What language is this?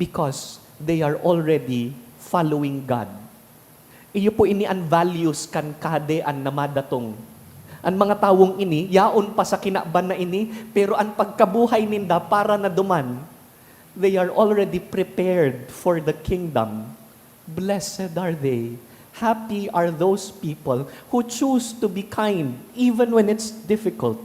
Bikol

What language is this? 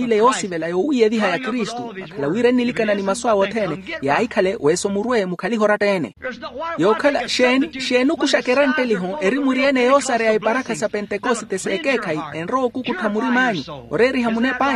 Makhuwa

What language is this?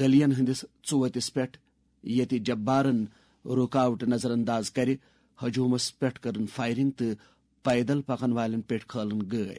Kashmiri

